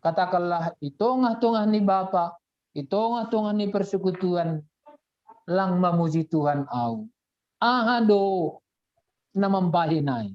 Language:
Batak Simalungun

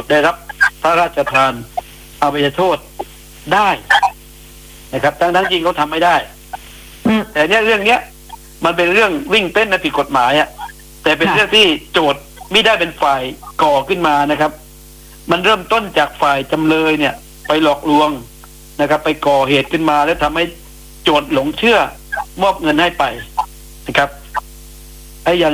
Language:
Thai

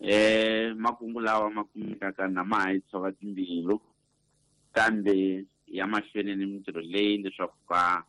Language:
Tsonga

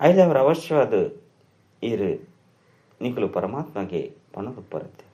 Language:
Tulu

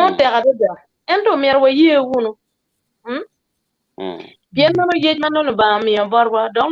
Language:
Acoli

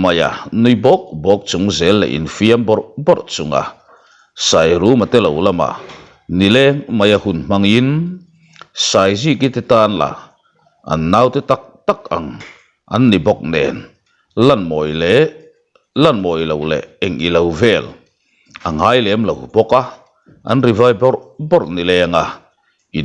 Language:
Mizo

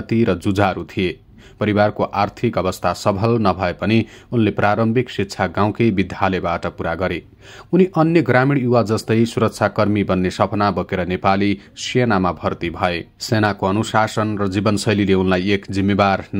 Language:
Nepali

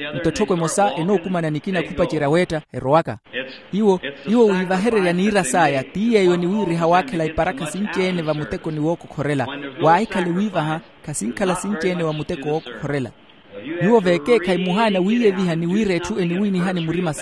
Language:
Makhuwa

